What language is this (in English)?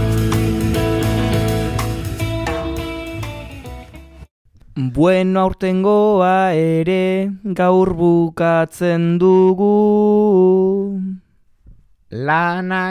Basque